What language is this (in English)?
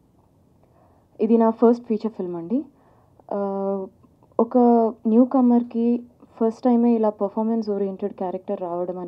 Telugu